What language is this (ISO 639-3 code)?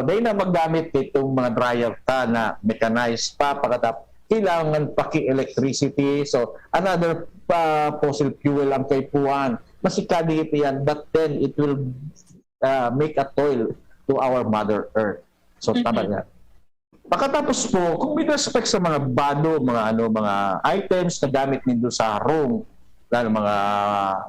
bik